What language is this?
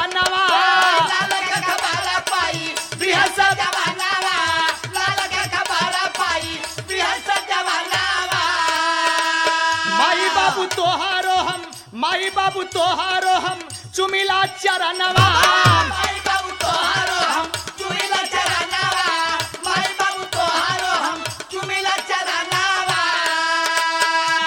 Bhojpuri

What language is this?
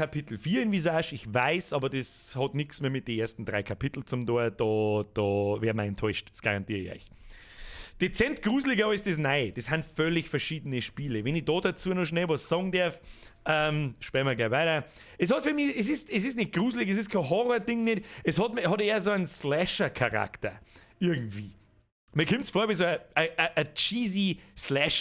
Bavarian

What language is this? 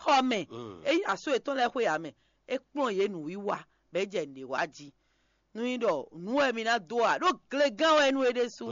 Fon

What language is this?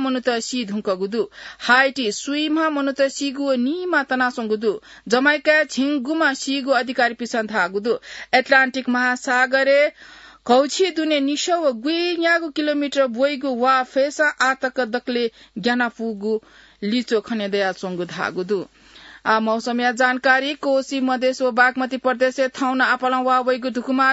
Newari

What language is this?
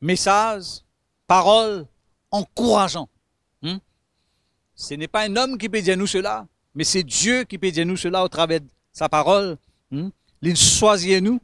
Morisyen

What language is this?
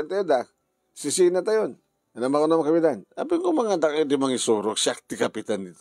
Iloko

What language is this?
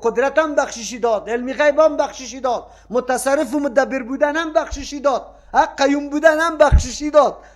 Persian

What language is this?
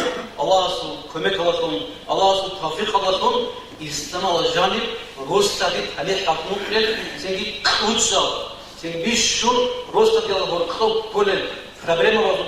Avaric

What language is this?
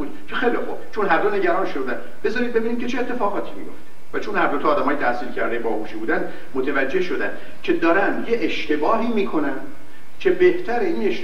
Persian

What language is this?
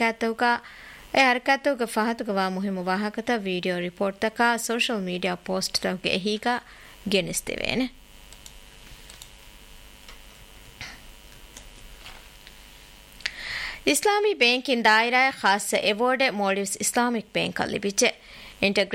Divehi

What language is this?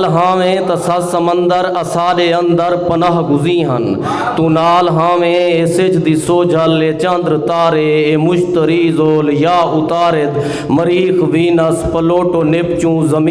Saraiki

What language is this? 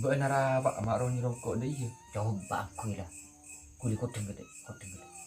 Madurese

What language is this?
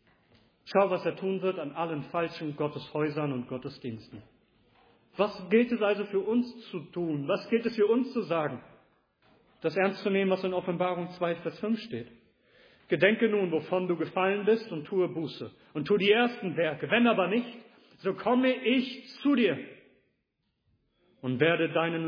German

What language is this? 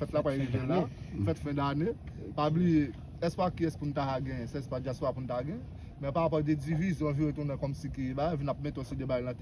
Haitian Creole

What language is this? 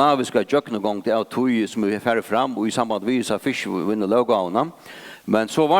Faroese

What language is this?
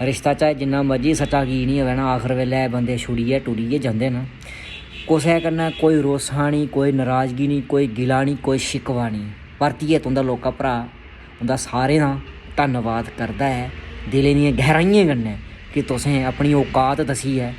Dogri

